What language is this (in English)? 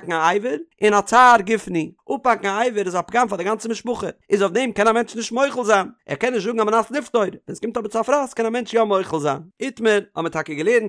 Yiddish